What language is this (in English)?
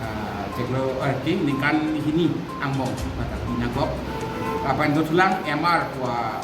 Karbi